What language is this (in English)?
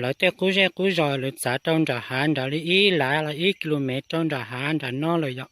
Hmong